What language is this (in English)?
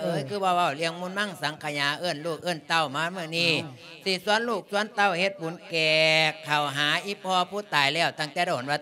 Lao